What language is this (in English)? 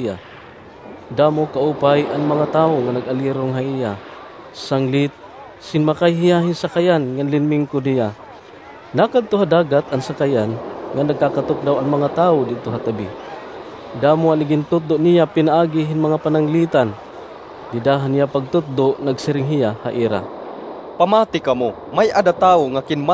Waray